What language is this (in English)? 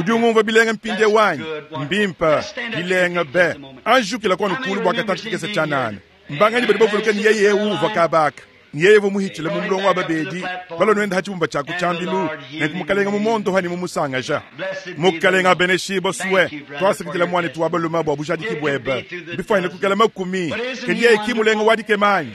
Luba-Lulua